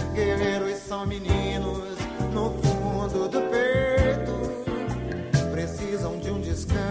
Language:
Portuguese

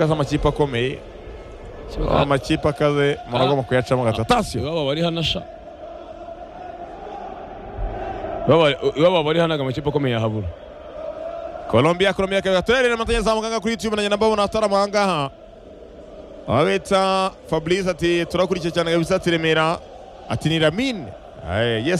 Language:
Kinyarwanda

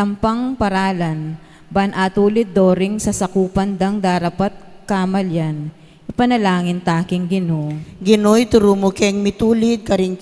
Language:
Pampanga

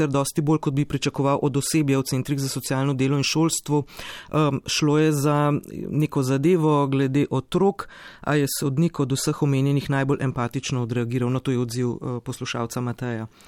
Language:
Slovenian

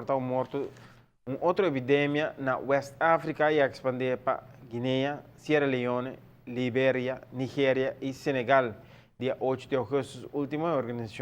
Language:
Papiamento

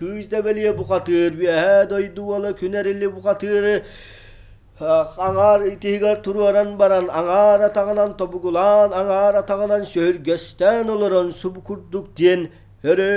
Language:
Yakut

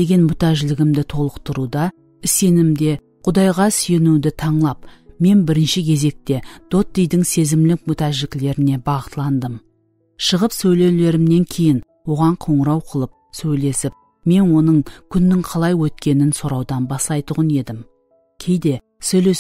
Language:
Kara-Kalpak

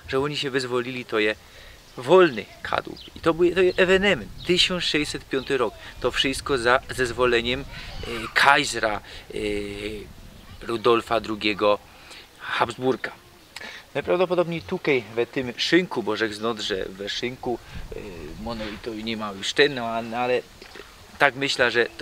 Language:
Silesian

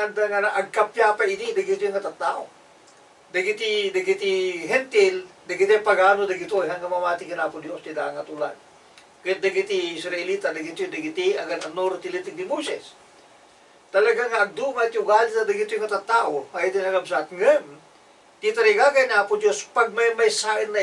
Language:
Iloko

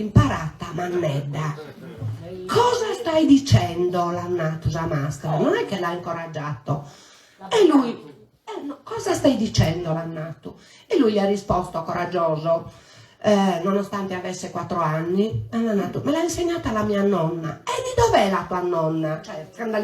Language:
Sardinian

